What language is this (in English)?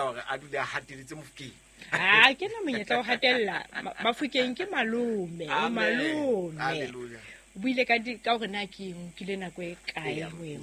Southern Sotho